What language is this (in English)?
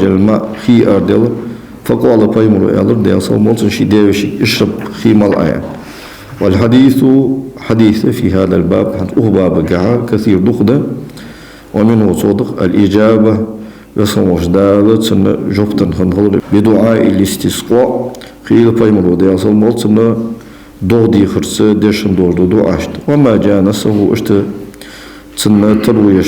Ingush